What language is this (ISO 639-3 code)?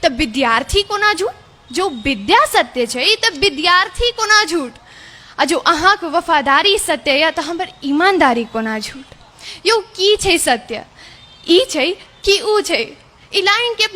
mai